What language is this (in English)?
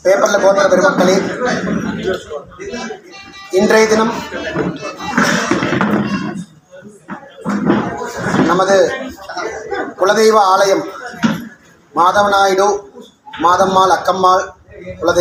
Tamil